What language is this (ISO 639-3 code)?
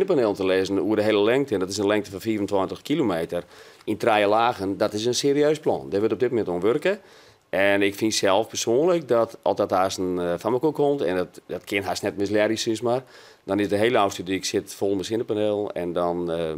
fry